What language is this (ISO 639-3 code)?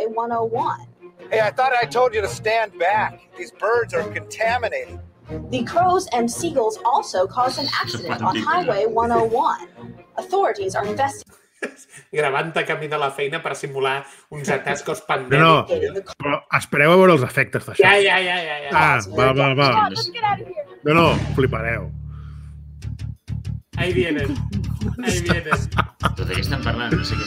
cat